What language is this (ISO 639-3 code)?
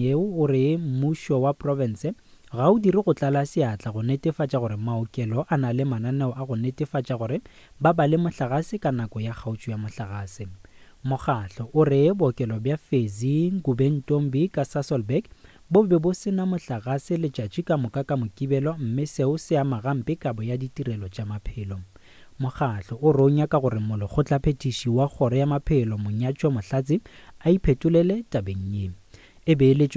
nso